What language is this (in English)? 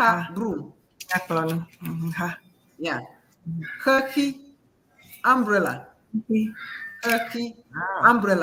Ewe